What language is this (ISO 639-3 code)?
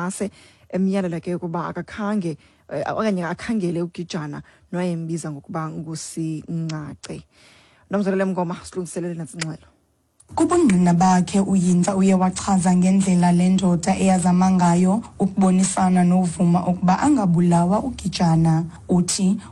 xho